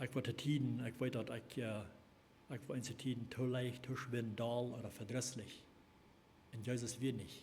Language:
Plautdietsch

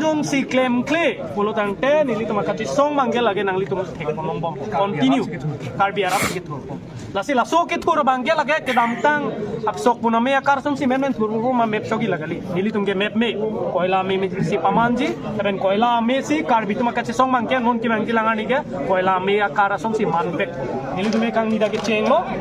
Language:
Karbi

